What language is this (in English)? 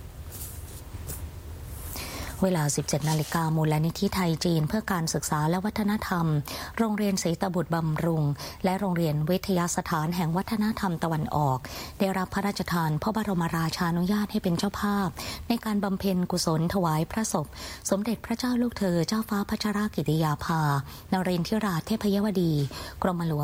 Thai